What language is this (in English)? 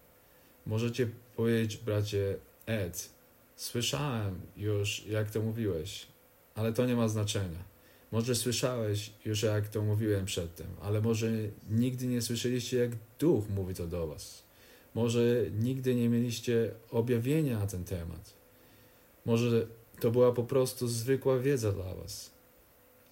Polish